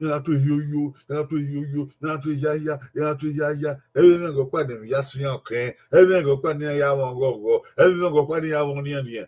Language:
Bini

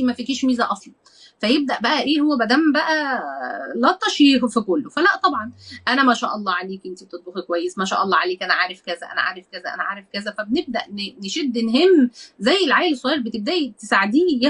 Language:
Egyptian Arabic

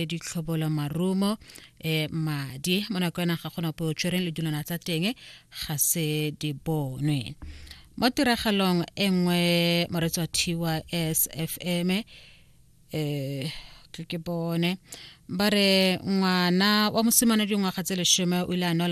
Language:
Tswana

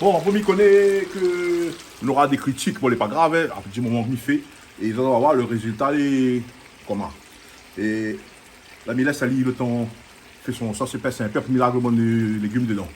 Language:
Réunion Creole French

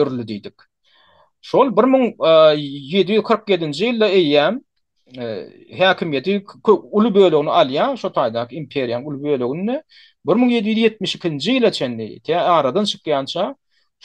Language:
Turkmen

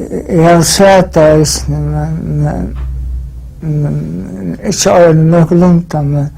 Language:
Faroese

